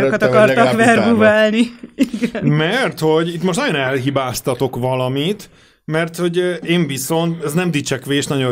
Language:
Hungarian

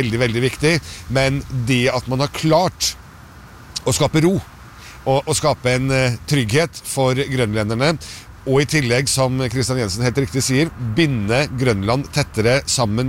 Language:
Norwegian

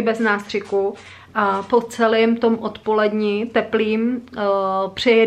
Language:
Czech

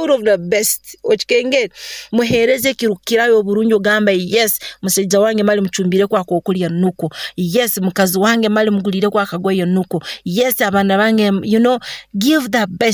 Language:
Nyoro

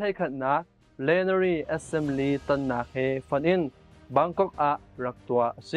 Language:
Hakha Chin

